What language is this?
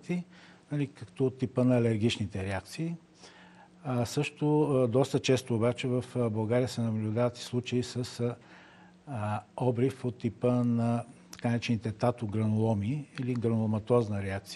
Bulgarian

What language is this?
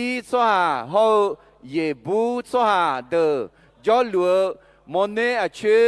Akha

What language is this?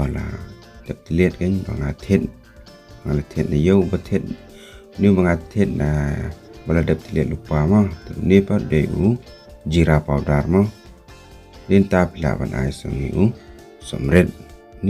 Khasi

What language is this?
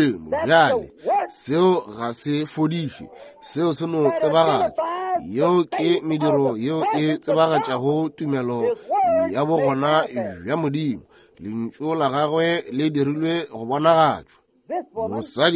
Northern Sotho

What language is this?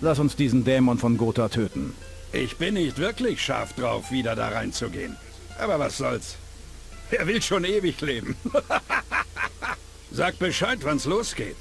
Bavarian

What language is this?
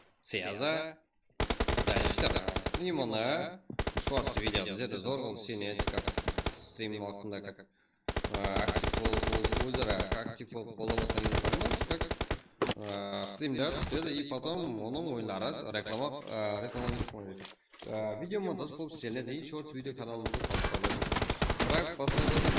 Kara-Kalpak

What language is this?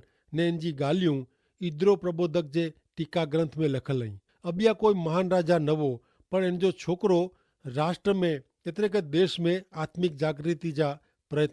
Kachhi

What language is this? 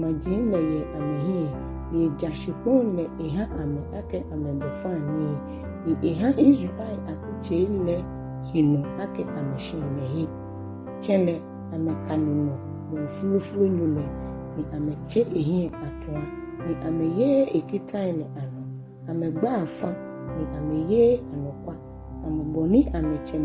Ga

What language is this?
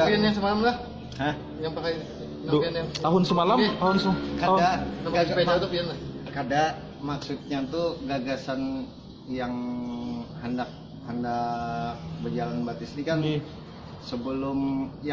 Banjar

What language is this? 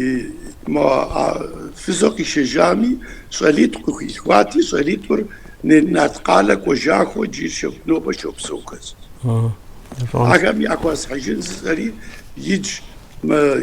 Kabardian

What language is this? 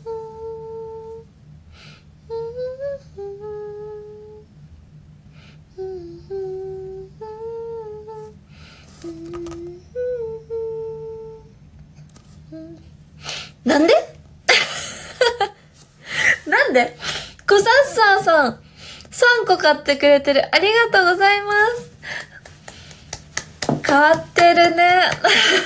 Japanese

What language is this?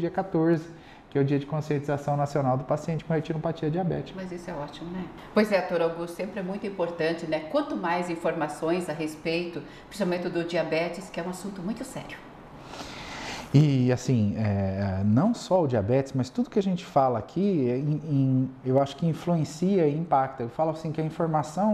Portuguese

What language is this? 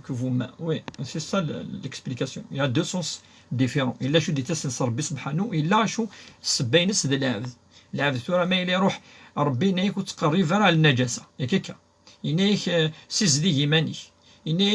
Kabyle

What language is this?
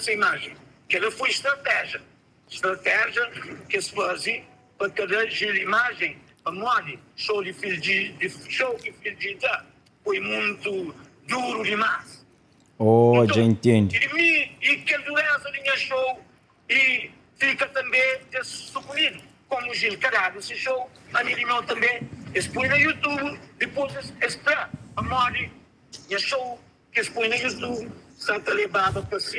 Kabuverdianu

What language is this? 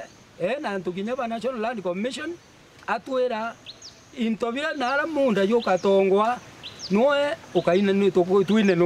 Meru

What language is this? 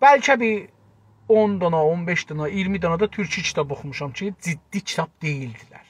South Azerbaijani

